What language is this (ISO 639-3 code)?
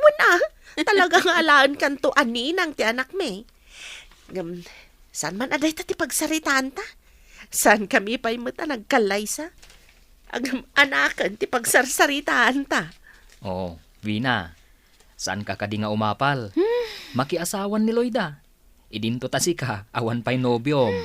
ilo